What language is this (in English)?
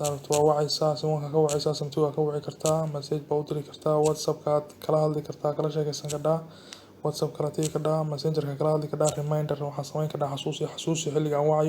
Somali